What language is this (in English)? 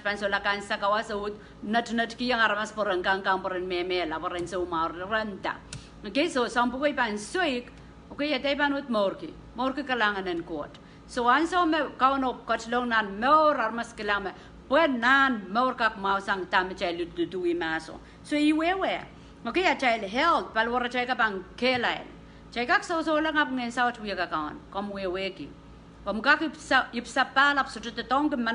Pohnpeian